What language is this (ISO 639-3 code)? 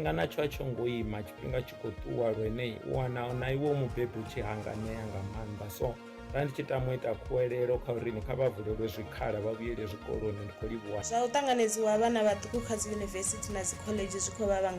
ven